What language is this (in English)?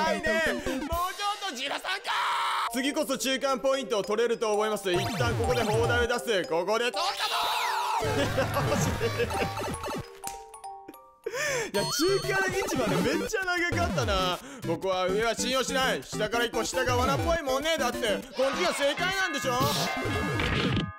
Japanese